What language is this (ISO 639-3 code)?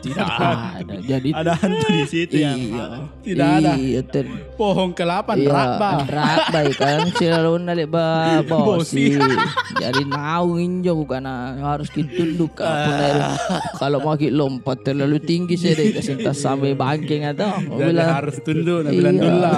mfp